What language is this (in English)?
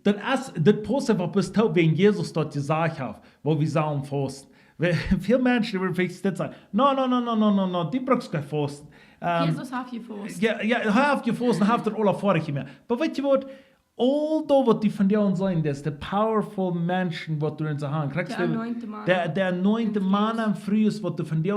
Plautdietsch